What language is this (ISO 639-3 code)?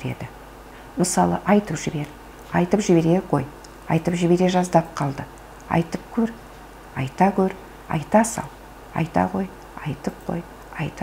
kaz